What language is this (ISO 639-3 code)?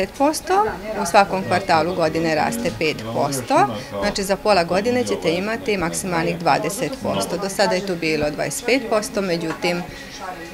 srp